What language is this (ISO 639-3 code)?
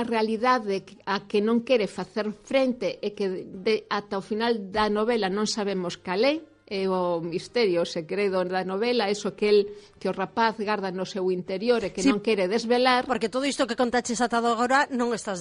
glg